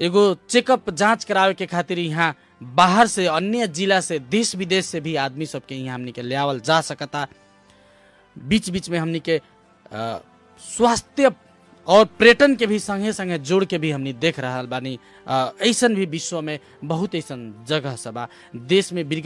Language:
Bhojpuri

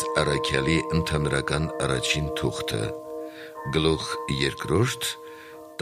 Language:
Armenian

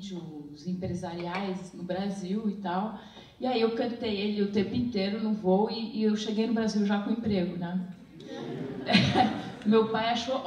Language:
Portuguese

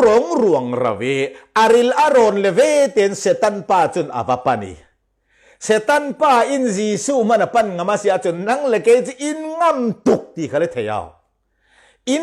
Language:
Falam Chin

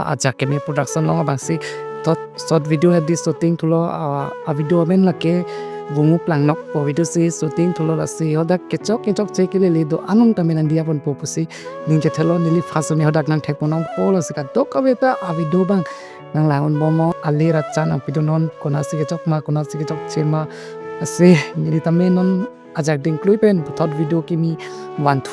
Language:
Karbi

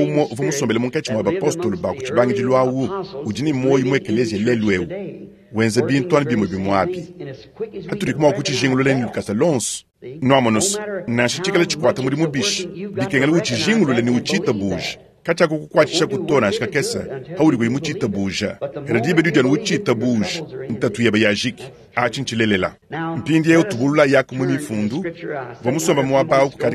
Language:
Luba-Lulua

